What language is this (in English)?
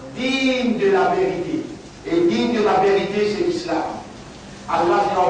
Morisyen